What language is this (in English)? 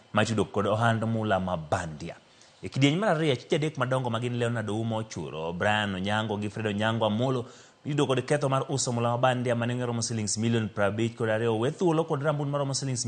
Luo (Kenya and Tanzania)